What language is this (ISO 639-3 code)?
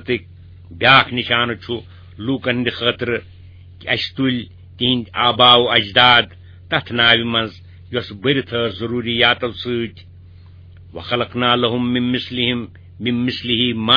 kas